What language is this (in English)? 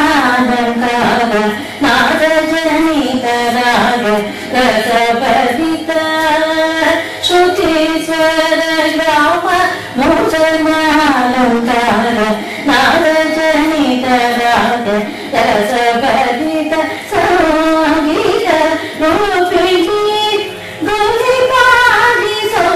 Kannada